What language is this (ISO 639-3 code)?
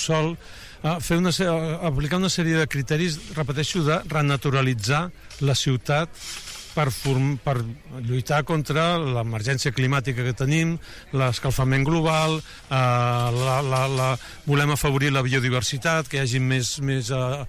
cat